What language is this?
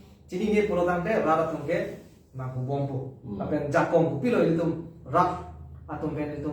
Karbi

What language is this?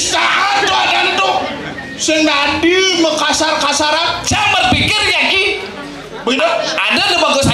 Balinese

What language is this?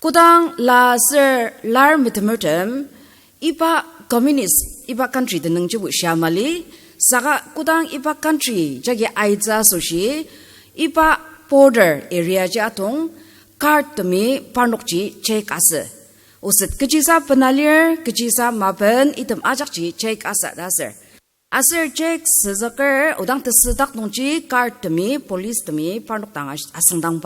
Ao Naga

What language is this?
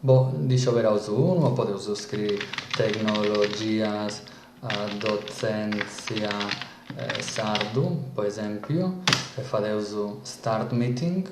Sardinian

